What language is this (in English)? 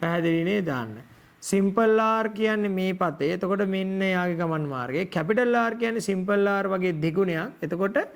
Sinhala